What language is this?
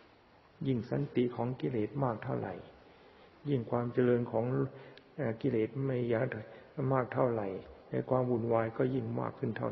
Thai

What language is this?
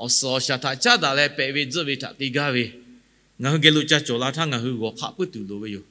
Lahu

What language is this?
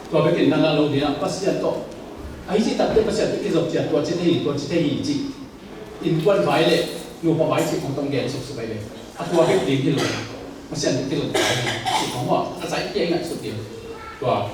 Tedim Chin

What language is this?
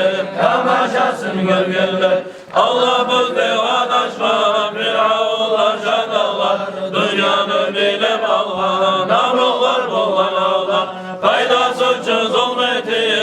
Kumyk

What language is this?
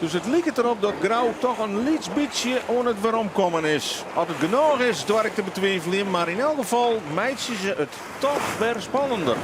Western Frisian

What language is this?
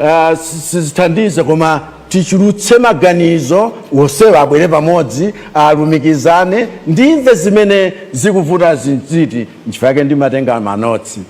Nyanja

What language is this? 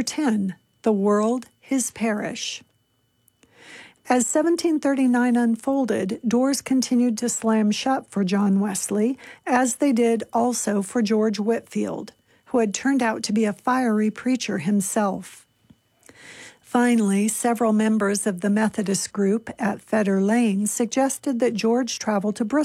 English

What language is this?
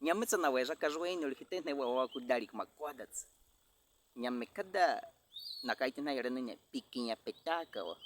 Baniwa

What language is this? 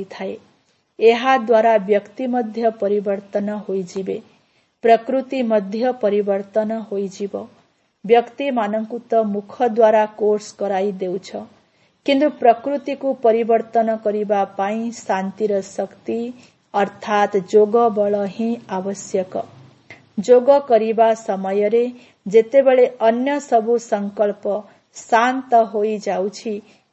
Odia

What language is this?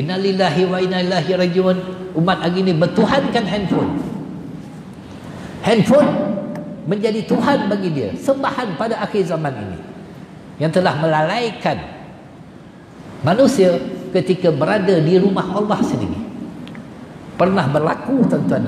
Malay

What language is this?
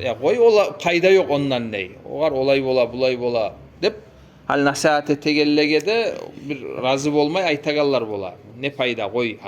Kumyk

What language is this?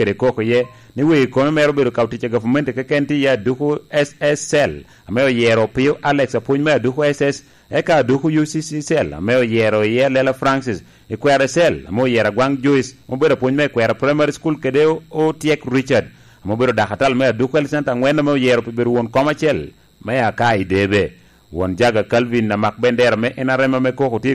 Lango (Uganda)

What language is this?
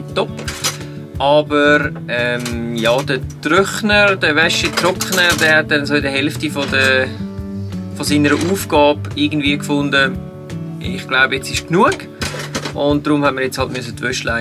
Swiss German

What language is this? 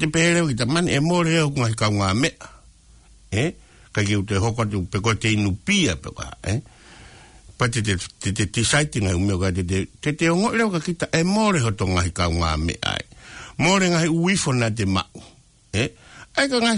Tongan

